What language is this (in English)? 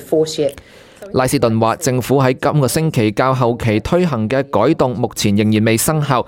Cantonese